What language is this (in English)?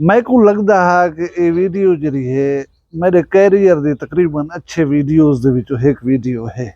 Saraiki